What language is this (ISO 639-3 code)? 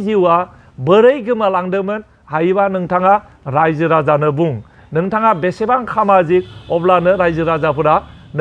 brx